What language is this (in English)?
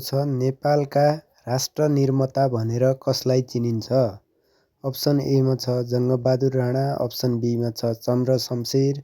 Nepali